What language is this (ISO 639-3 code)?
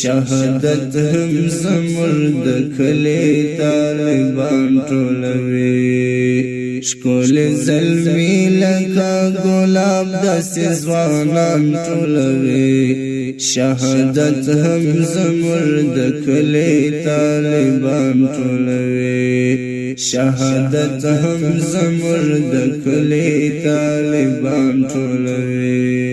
pus